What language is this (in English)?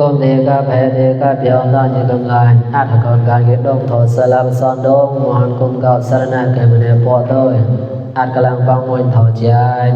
Mon